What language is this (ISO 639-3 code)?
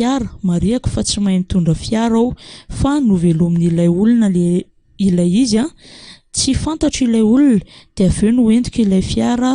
mlg